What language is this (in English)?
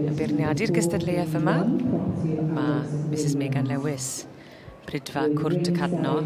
Welsh